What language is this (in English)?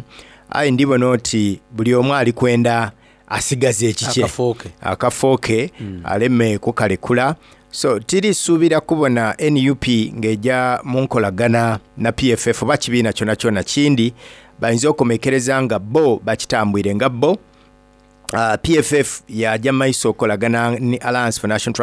Soga